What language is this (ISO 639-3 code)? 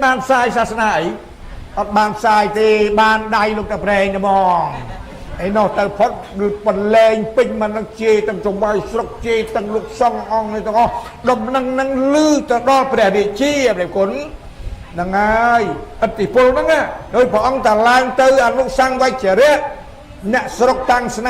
khm